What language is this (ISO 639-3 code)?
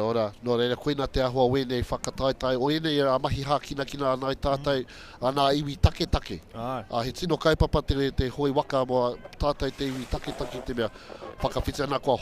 mri